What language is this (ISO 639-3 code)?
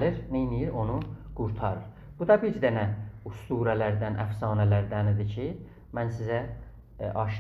azb